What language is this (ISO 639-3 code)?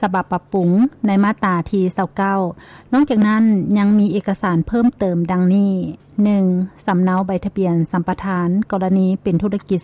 lao